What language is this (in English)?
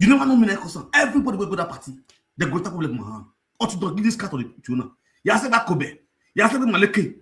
Nigerian Pidgin